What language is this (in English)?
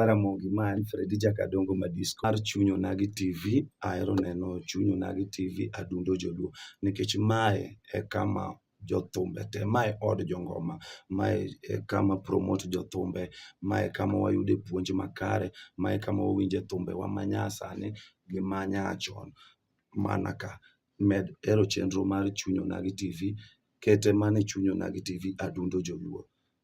Luo (Kenya and Tanzania)